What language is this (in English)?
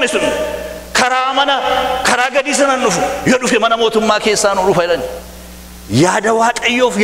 Oromo